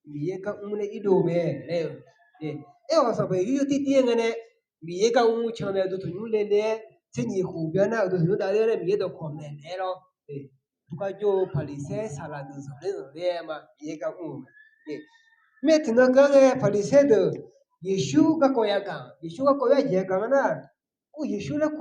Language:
Akha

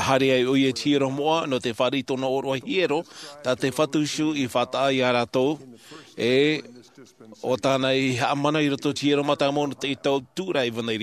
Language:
Tahitian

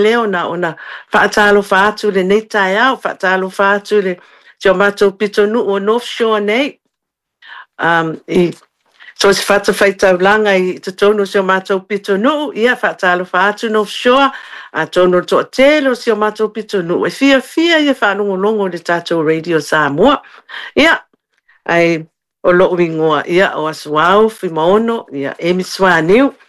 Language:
Samoan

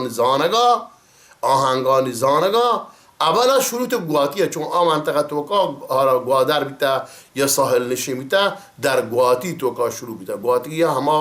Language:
Baluchi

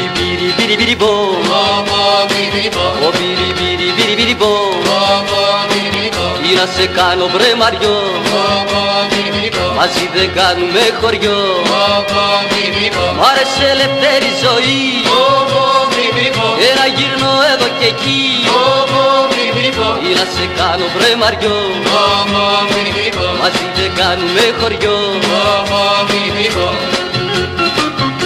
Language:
Greek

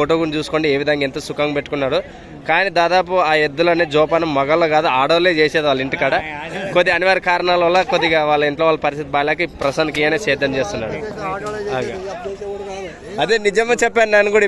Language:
Telugu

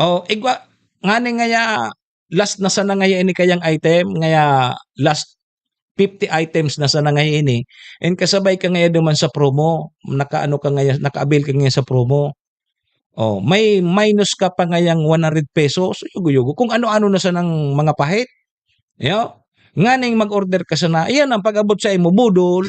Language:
Bikol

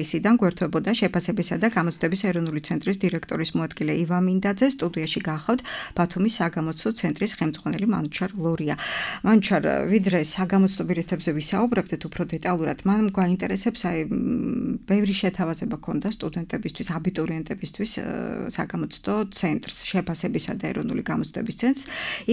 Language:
Georgian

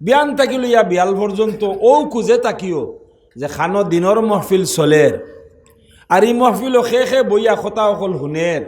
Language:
Sylheti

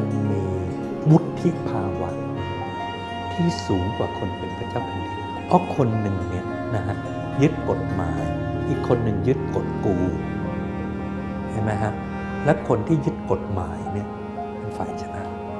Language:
Thai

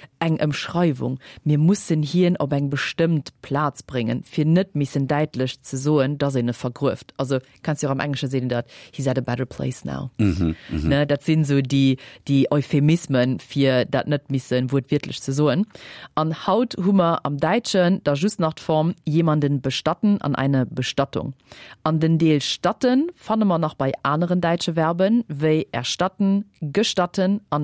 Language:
Luxembourgish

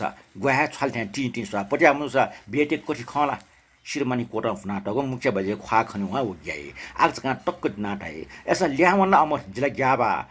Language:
Newari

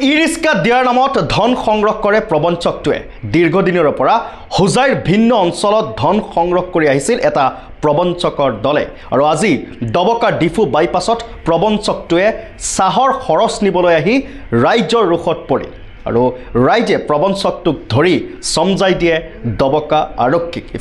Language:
Assamese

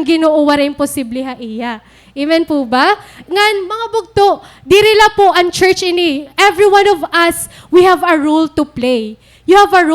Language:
Waray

